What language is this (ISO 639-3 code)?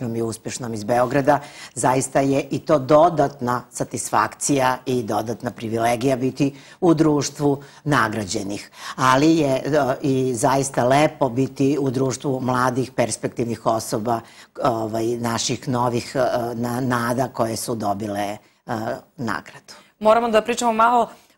srp